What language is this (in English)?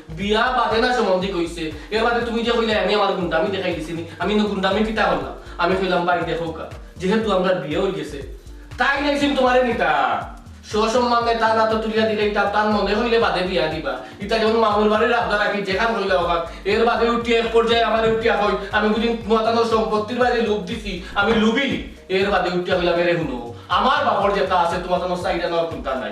Sylheti